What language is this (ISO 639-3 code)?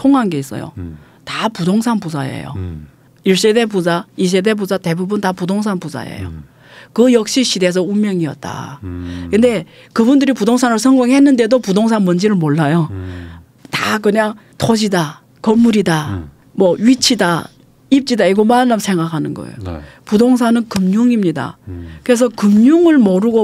kor